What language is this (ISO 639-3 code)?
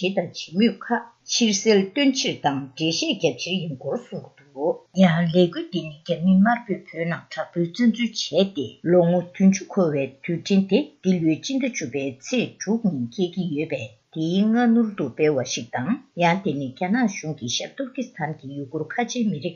bod